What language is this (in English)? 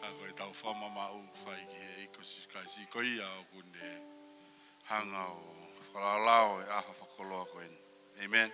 Tongan